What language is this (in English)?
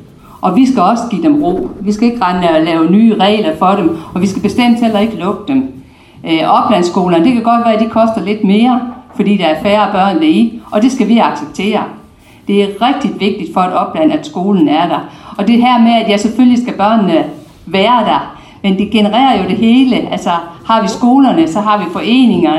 Danish